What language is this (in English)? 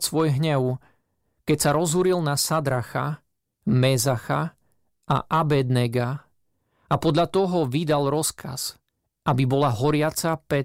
Slovak